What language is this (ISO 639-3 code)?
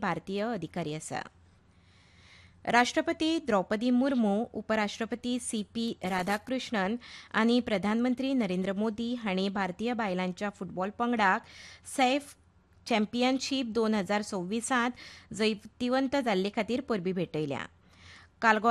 kok